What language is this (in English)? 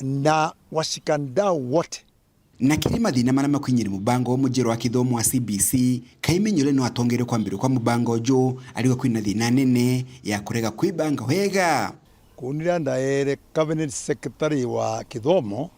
Meru